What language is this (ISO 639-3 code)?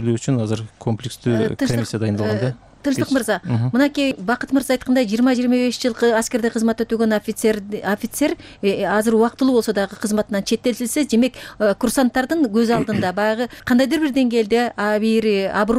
kir